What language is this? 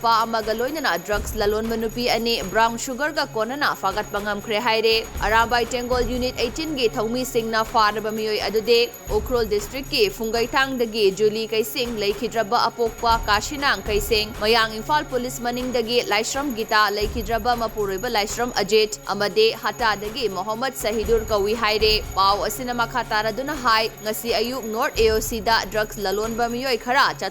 Manipuri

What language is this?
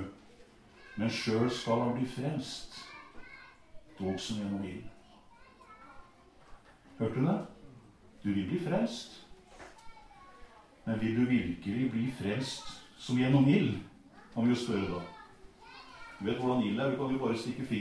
Norwegian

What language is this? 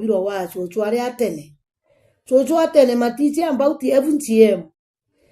Meru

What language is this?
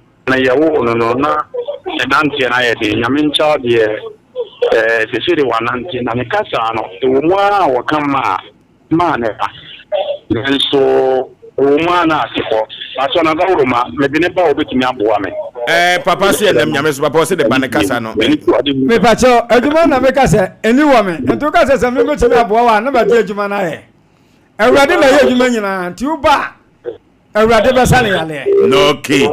Akan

